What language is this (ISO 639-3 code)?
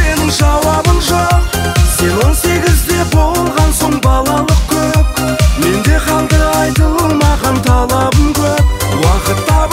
kaz